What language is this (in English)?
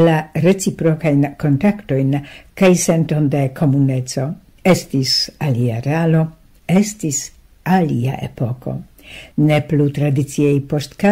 Esperanto